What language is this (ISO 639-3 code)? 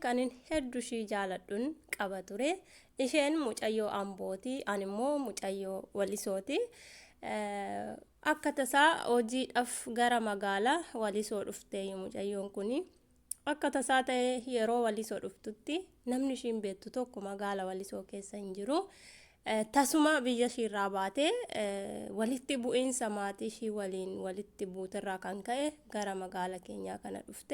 orm